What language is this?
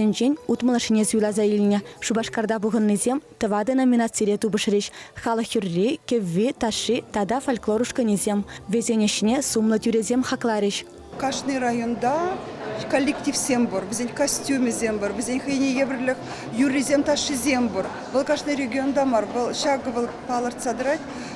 Chuvash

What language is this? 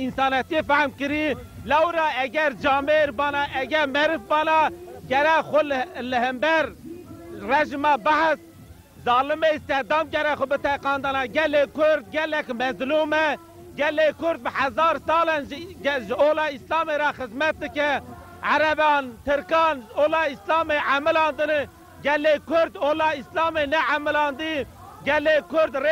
Kurdish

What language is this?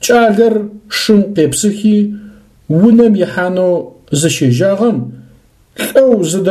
Adyghe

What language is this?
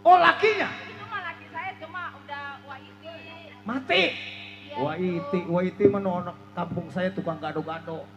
Betawi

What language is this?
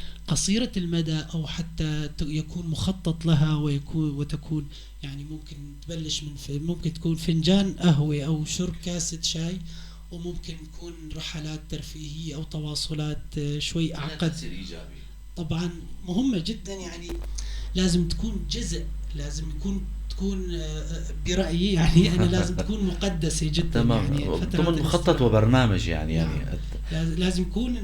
North Levantine Arabic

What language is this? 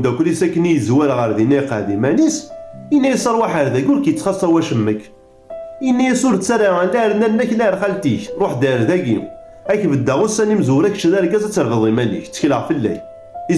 Kabyle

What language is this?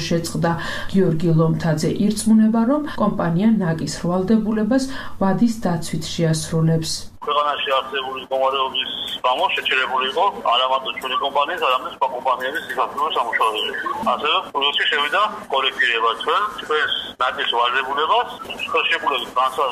Georgian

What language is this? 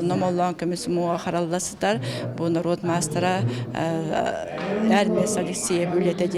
Yakut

